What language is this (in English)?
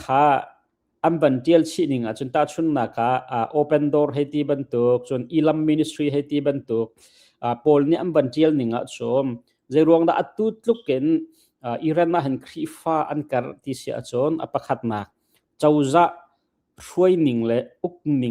Hakha Chin